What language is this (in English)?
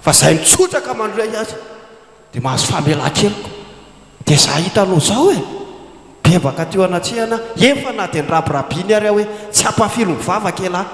Malagasy